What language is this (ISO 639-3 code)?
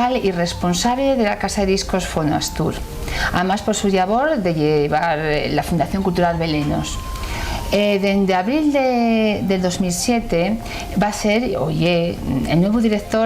ast